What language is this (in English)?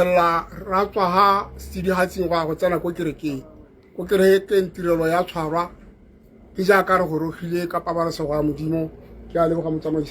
Tswana